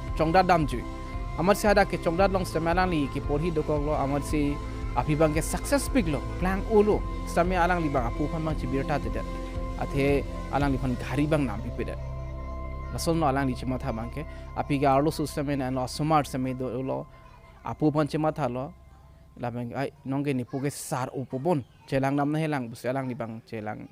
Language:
Karbi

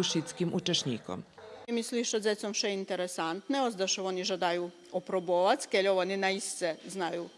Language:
Rusyn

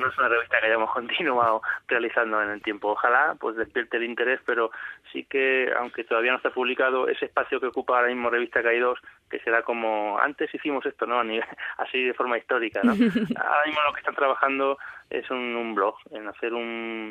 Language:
Spanish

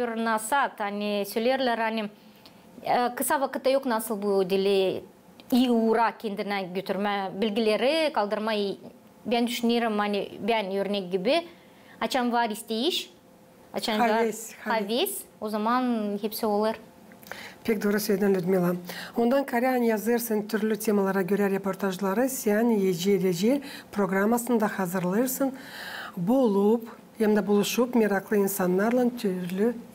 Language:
Gagauz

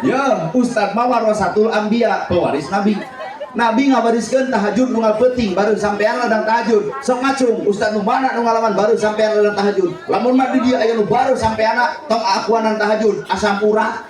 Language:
Sundanese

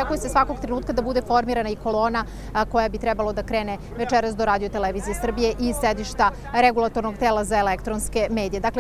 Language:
Serbian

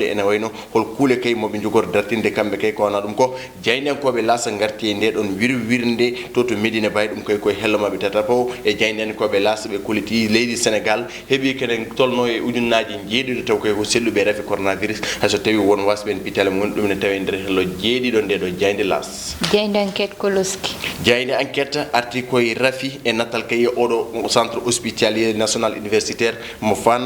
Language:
Fula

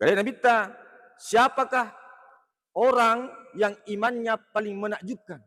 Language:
Buginese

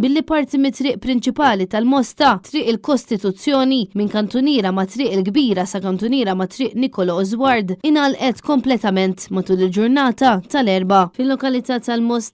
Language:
Maltese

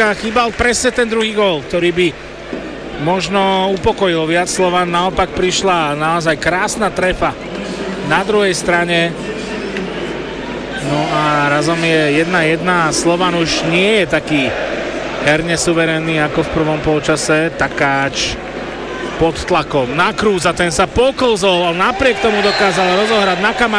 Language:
Slovak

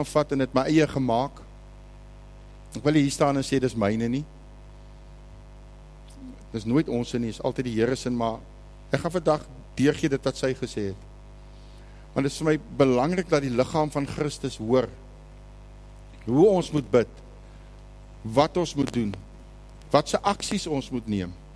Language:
Afrikaans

